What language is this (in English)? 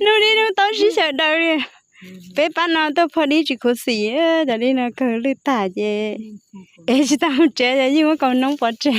Hmong